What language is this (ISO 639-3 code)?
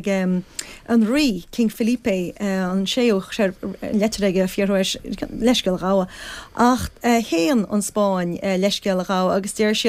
gle